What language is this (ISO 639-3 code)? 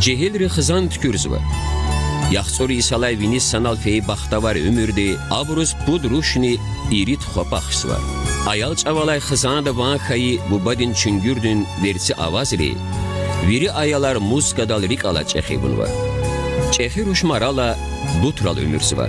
lez